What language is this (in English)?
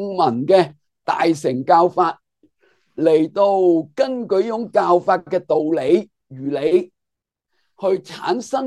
Cantonese